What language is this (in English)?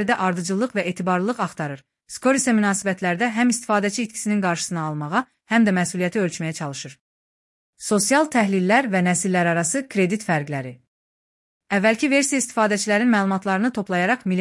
Azerbaijani